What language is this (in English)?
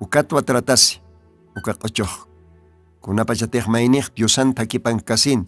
Aymara